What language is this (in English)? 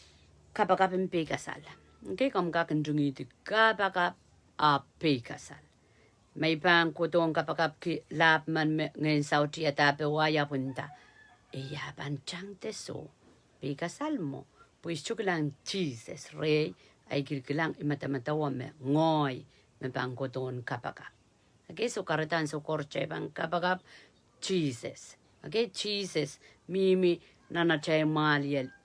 Pohnpeian